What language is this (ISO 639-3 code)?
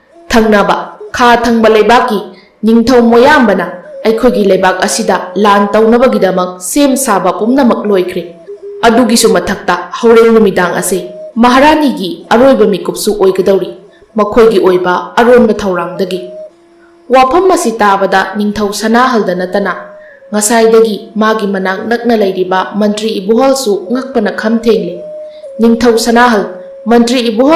mni